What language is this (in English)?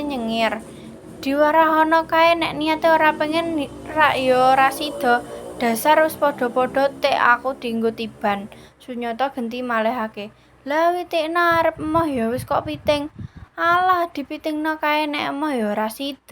Javanese